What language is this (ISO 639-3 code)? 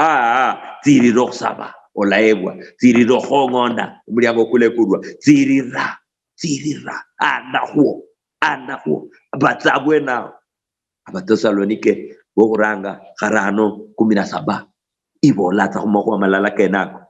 luy